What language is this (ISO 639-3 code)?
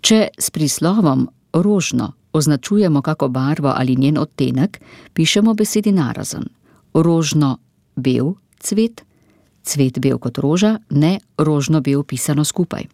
slv